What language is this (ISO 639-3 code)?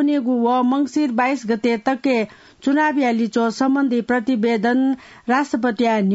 new